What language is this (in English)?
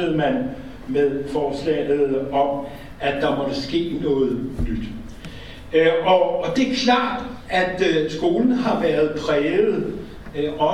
Danish